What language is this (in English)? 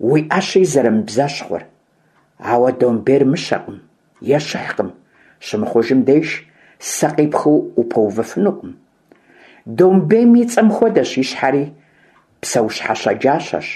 Kabardian